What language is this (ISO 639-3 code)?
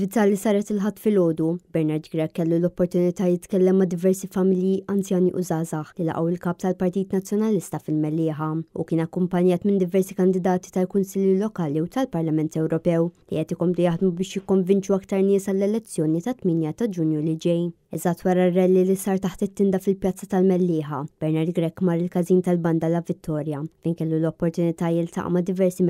mlt